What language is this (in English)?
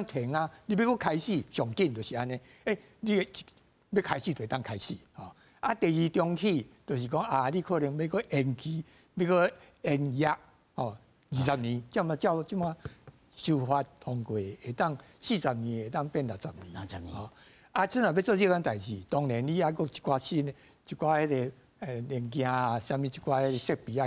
Min Nan Chinese